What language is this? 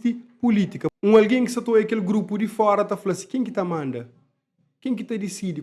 Kabuverdianu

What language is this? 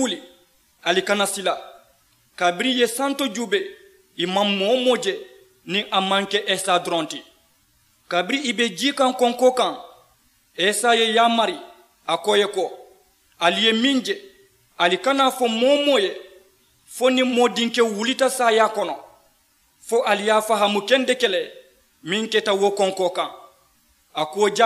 Mandingo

